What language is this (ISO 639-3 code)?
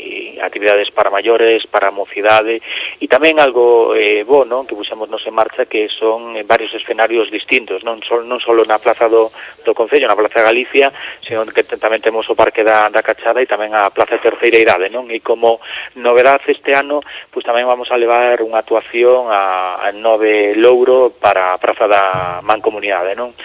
glg